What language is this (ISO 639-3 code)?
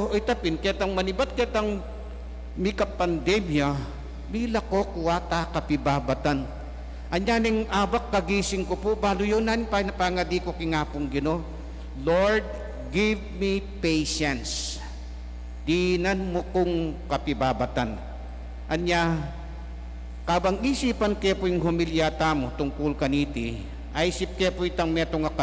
pam